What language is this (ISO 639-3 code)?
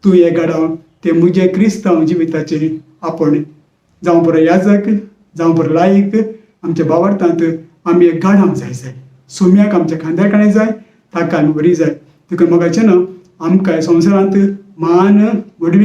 kok